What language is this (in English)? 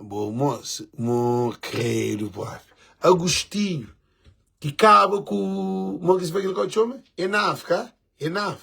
Kabuverdianu